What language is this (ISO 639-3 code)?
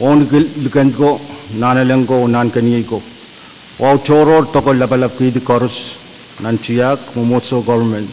pon